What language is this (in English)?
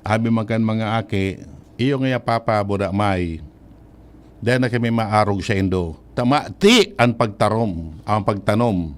Bikol